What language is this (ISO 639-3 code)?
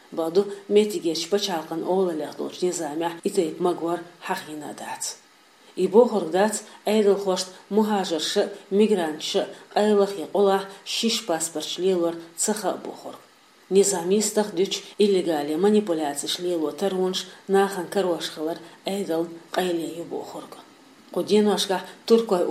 che